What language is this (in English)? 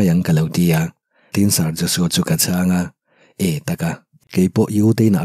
Mizo